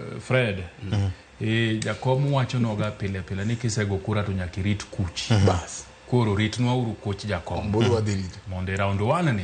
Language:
Luo (Kenya and Tanzania)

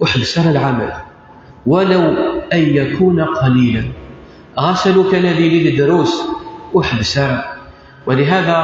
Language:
Kabyle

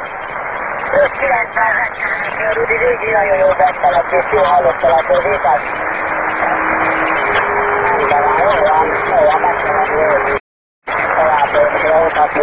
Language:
Hungarian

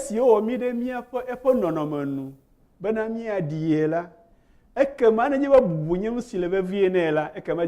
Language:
Ewe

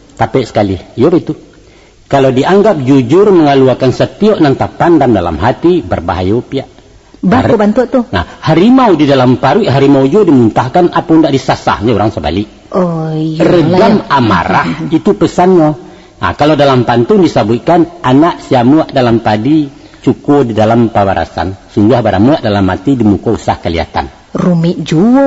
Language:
Minangkabau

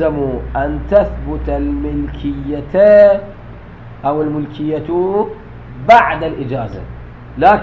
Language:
Mesopotamian Arabic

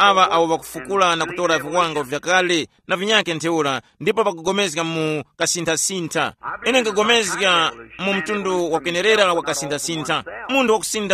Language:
Tumbuka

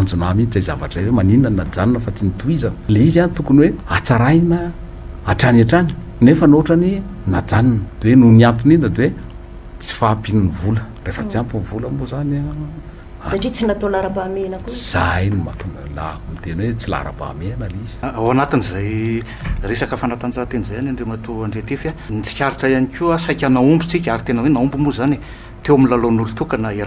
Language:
Malagasy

